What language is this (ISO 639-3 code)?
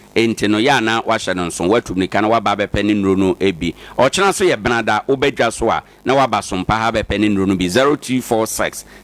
aka